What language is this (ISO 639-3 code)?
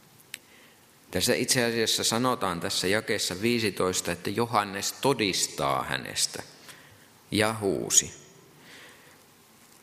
fin